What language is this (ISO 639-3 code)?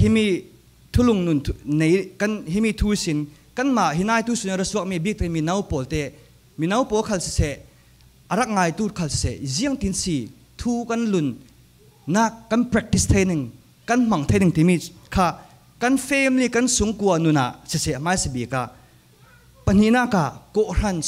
cfm